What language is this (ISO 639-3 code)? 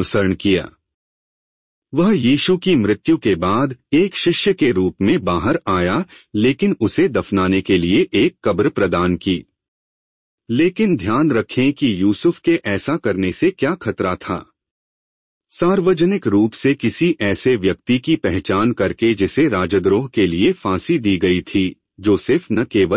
hin